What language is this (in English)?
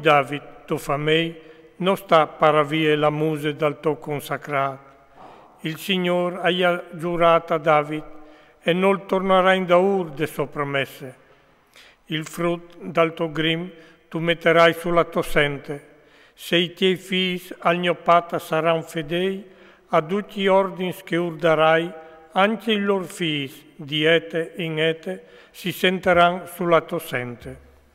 Friulian